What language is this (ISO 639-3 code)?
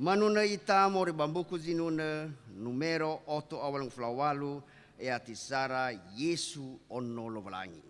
nia